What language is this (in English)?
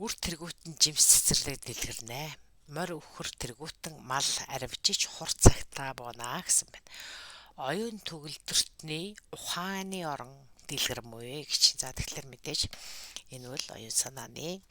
Mongolian